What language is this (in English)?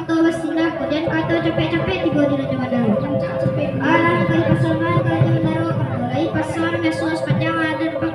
Minangkabau